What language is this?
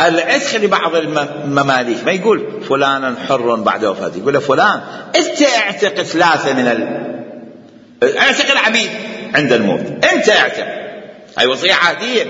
Mesopotamian Arabic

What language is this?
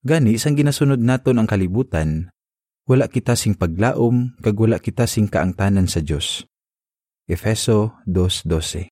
Hiligaynon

